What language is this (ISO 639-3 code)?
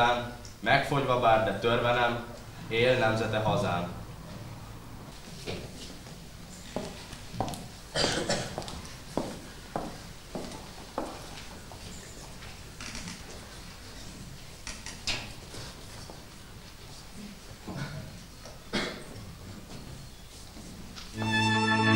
hun